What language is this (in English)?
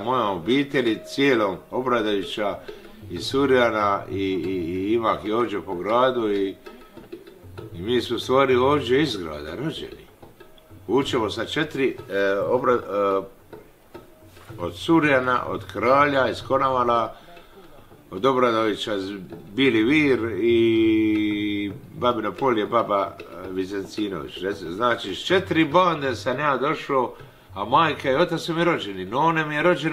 Croatian